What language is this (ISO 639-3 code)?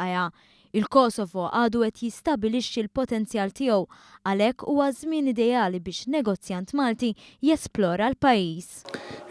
mlt